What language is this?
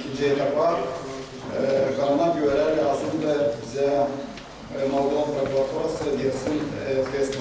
Gagauz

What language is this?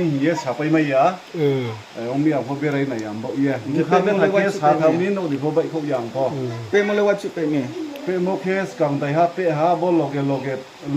Riang (India)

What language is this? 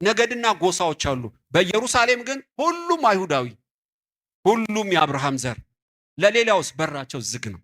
Amharic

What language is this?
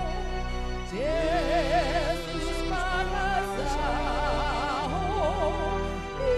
Batak Toba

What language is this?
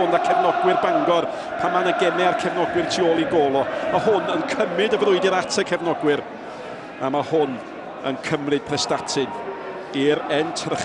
Welsh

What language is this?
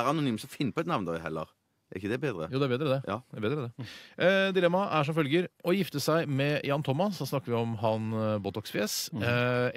Norwegian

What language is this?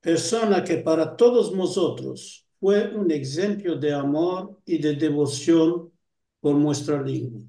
Ladino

